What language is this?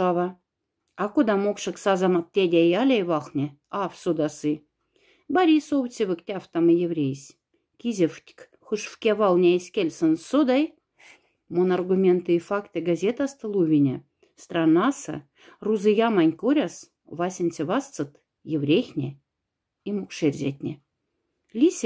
Moksha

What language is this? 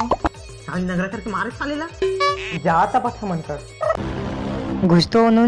Chhattisgarhi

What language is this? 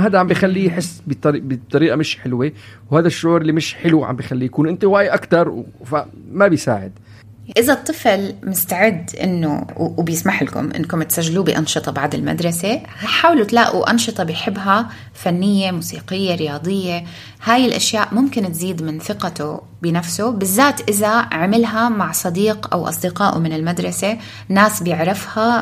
North Levantine Arabic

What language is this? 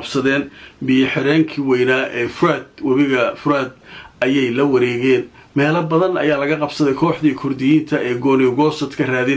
Somali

